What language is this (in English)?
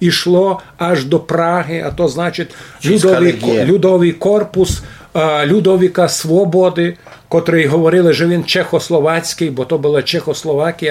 Rusyn